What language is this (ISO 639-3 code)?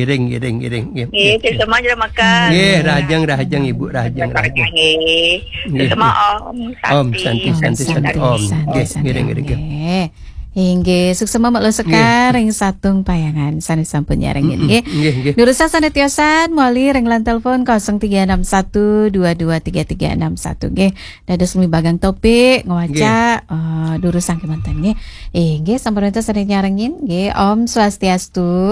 ban